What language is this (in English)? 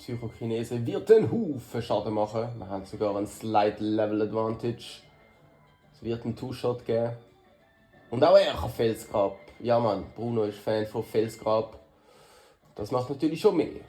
Swiss German